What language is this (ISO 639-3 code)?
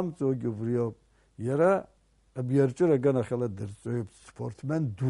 abk